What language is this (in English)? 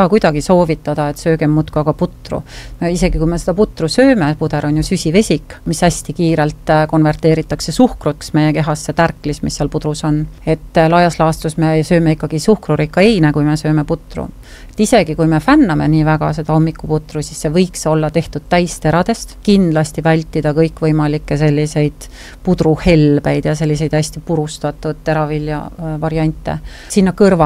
Estonian